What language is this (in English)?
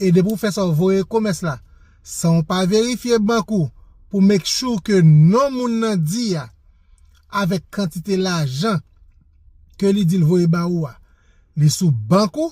Haitian Creole